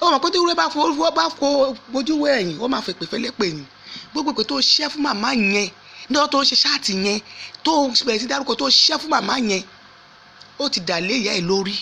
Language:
Yoruba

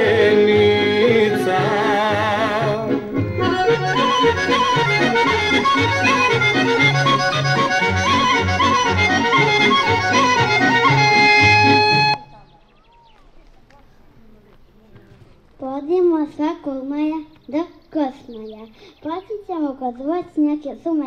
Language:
Serbian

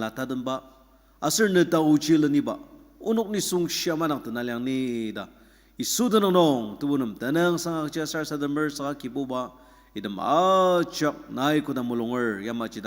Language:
Ao Naga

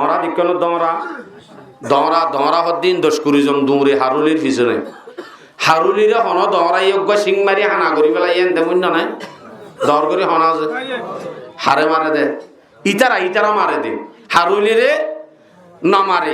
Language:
Rohingya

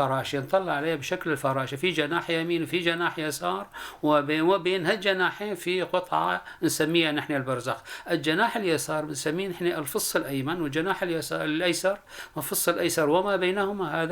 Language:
North Levantine Arabic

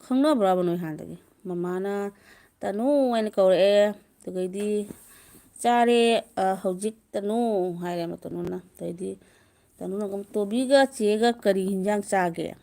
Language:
Manipuri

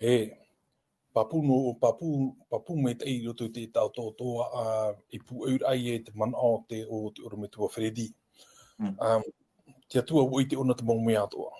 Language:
Tahitian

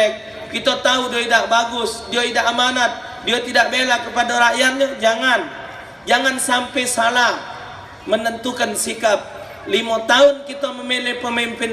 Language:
Musi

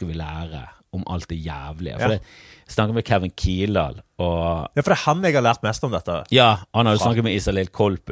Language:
Norwegian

